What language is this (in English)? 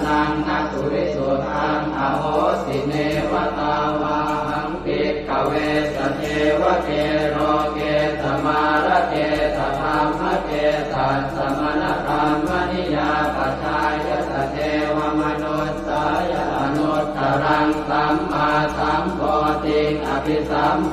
Pali